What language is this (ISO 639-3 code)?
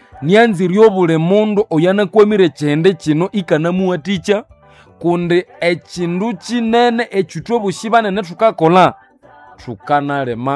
nnb